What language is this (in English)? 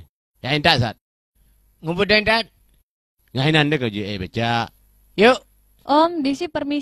Achinese